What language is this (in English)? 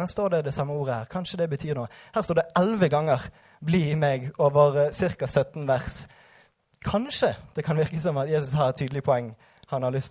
Norwegian